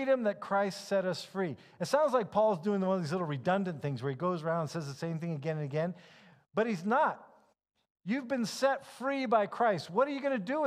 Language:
English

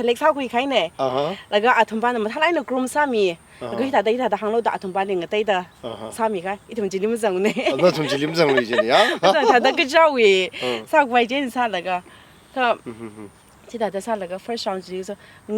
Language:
Tangkhul Naga (India)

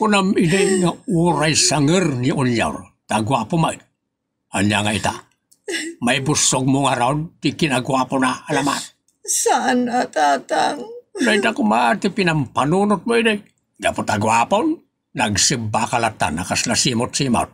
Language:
Iloko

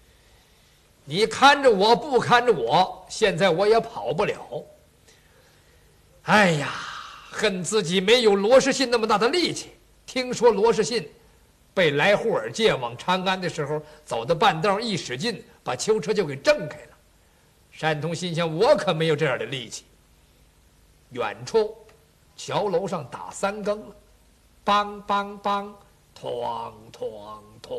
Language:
Chinese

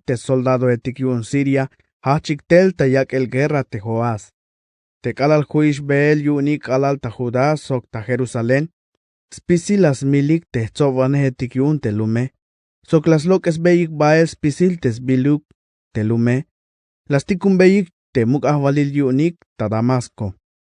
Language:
Tzeltal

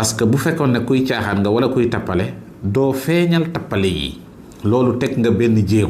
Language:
Wolof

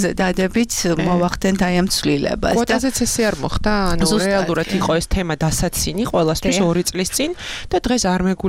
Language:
Georgian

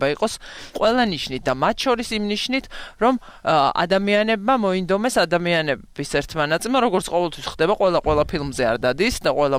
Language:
Georgian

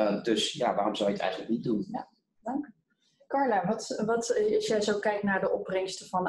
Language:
Dutch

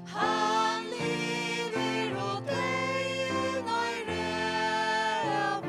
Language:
Faroese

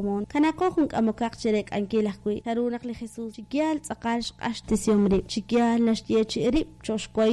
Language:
Kekchí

